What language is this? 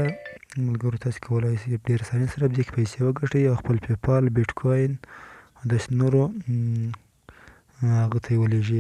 Pashto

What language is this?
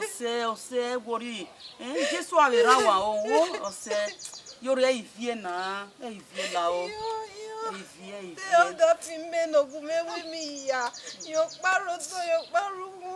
Bini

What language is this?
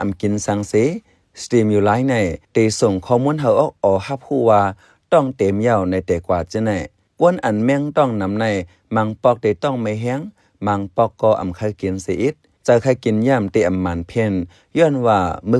Shan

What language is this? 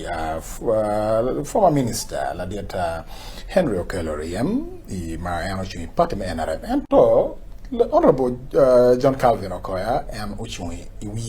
Acoli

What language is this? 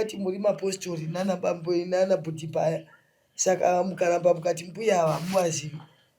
Shona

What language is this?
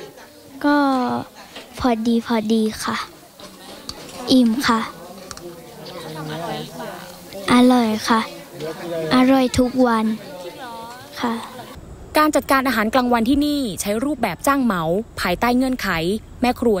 Thai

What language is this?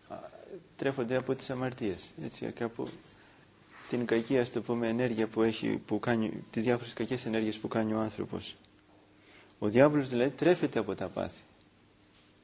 Greek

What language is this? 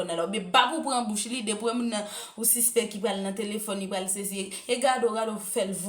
Haitian Creole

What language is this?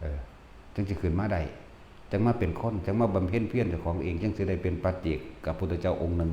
Northeastern Thai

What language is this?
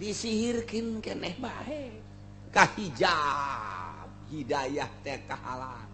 Sundanese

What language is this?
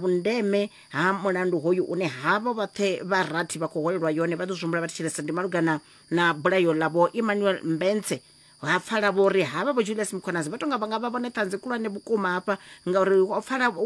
Venda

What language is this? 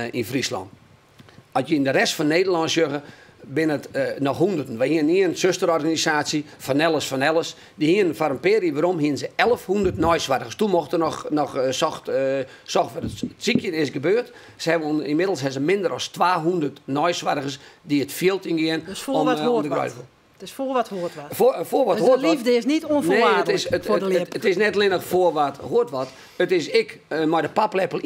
Western Frisian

